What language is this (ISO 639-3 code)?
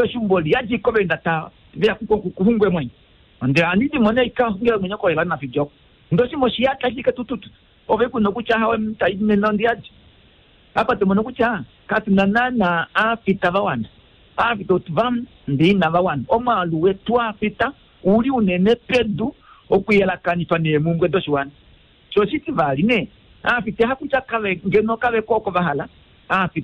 kua